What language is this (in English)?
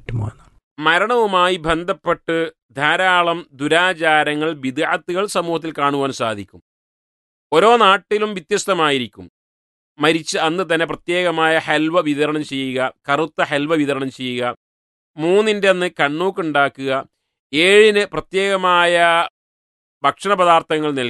Malayalam